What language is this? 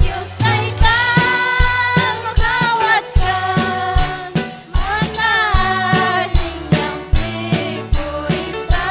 Ayacucho Quechua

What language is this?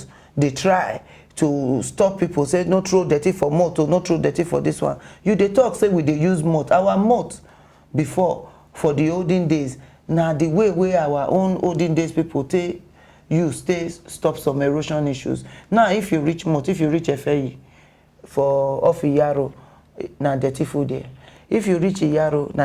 Nigerian Pidgin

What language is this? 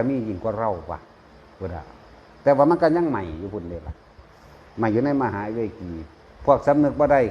Lao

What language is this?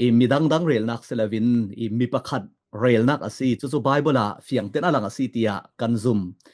Falam Chin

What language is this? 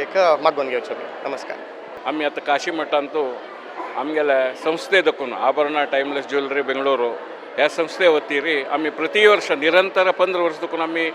Konkani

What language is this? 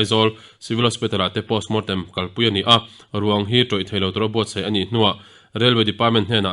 Mizo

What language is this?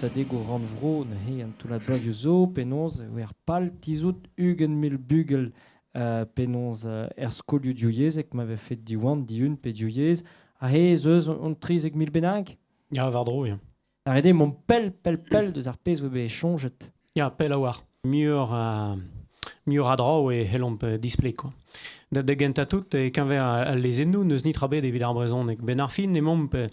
Breton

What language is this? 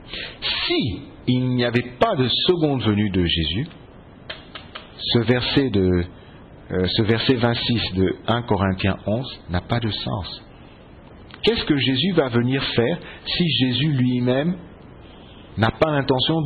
French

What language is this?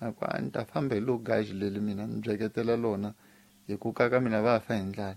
Tsonga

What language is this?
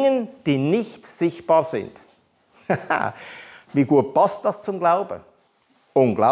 Swiss German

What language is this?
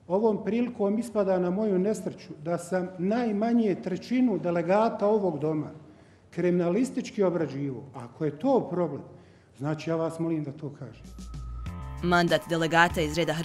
Bosnian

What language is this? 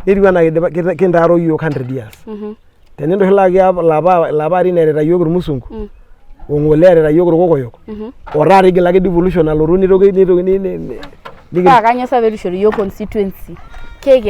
Masai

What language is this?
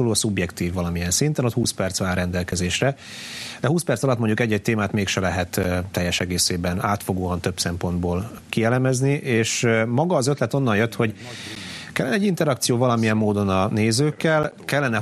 Hungarian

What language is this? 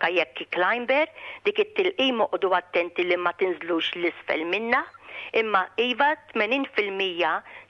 Maltese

